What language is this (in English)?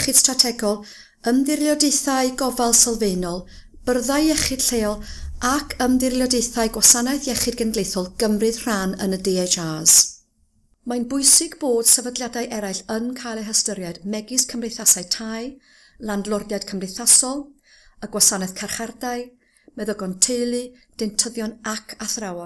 Welsh